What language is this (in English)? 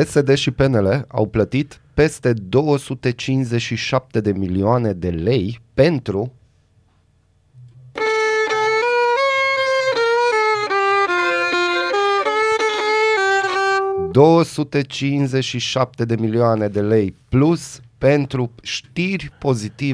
Romanian